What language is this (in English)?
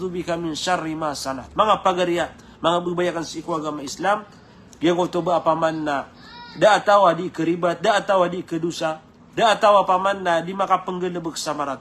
Maranao